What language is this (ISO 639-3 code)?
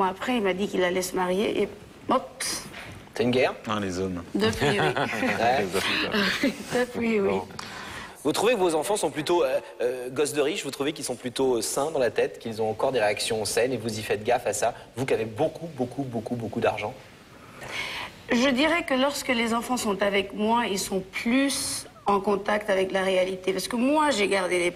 fra